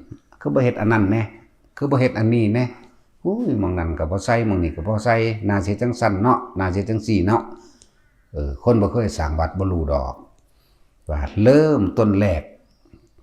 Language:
Northeastern Thai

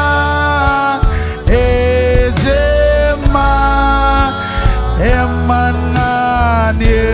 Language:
Marshallese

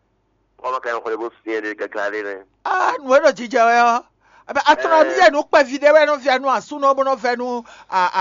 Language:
Fon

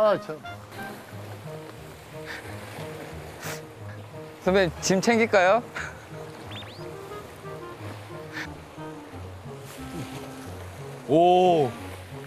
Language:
Korean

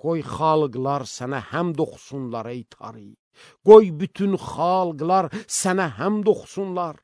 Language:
Azerbaijani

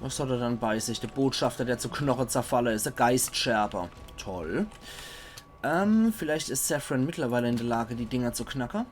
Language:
Palatine German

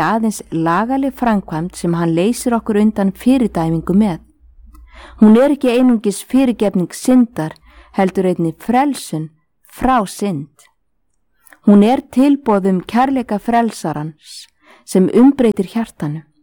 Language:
Icelandic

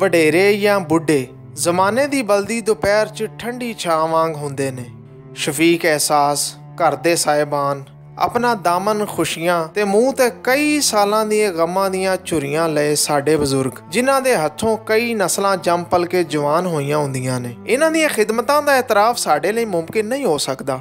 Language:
Western Panjabi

